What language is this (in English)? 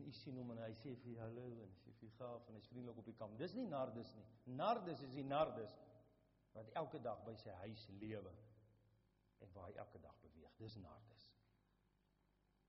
Afrikaans